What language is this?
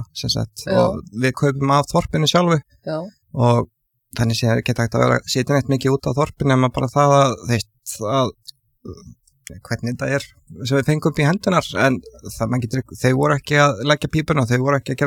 Icelandic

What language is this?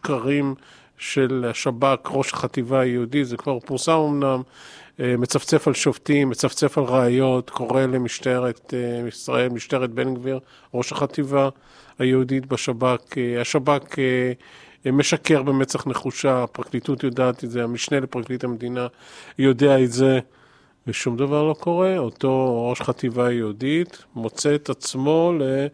Hebrew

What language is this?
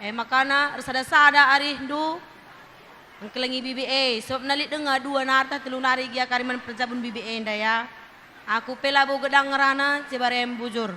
Batak Karo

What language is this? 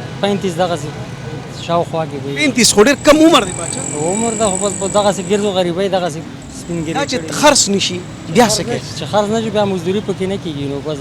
Pashto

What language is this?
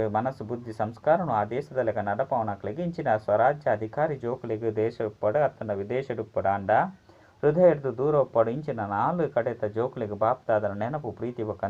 Tulu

